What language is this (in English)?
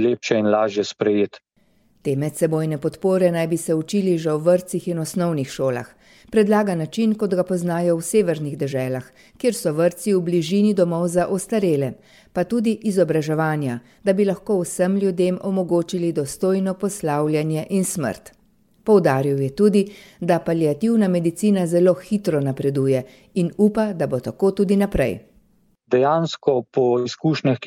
Slovenian